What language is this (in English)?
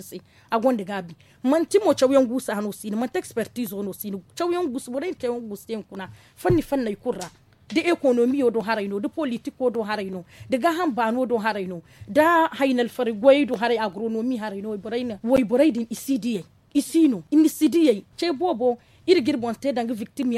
Zarma